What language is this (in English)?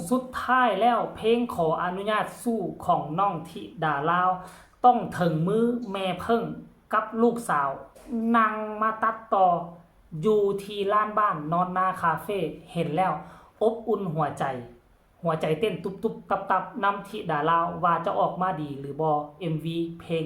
Lao